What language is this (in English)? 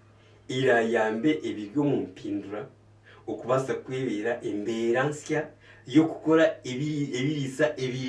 Nyankole